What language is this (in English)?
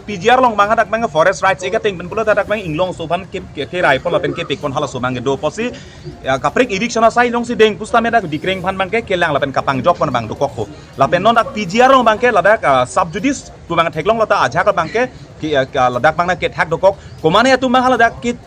Karbi